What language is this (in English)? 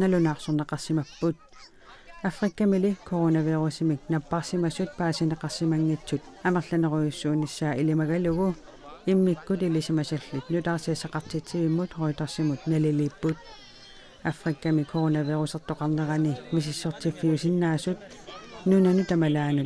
Kalaallisut